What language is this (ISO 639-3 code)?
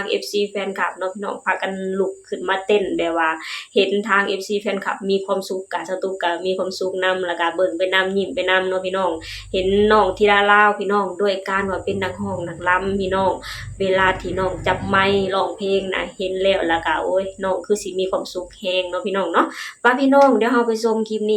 lao